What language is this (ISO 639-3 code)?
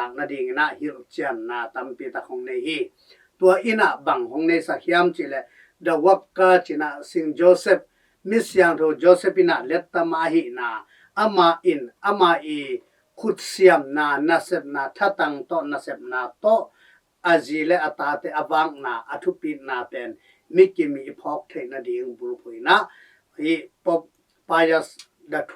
ctd